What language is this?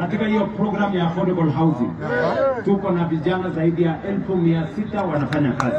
Swahili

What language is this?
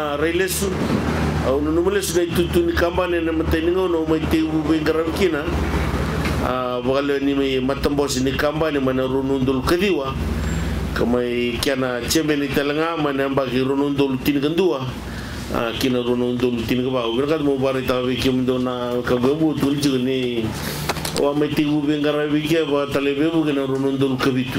Fijian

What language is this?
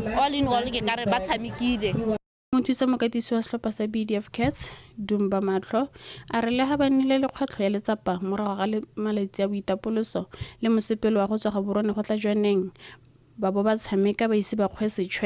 Tswana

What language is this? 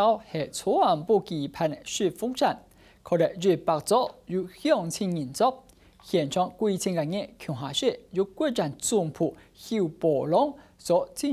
Hakka Chinese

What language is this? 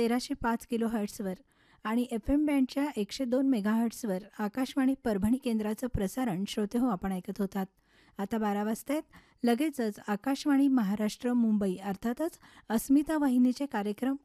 Marathi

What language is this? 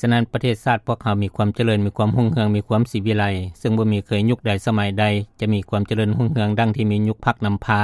Lao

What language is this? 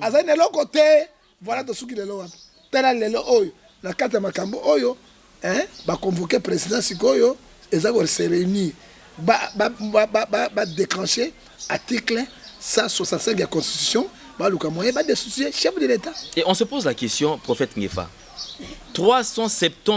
Lingala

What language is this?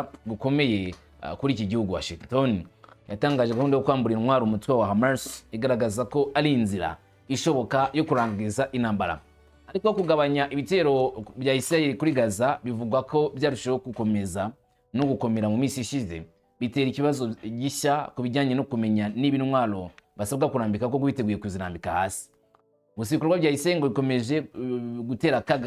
Kinyarwanda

